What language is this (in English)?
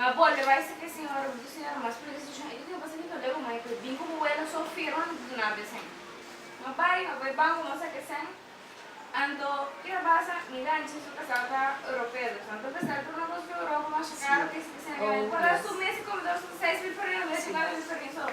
Papiamento